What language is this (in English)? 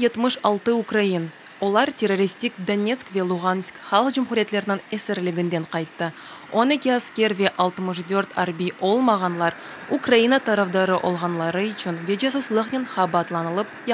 Crimean Tatar